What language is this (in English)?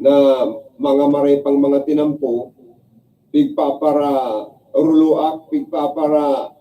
Bikol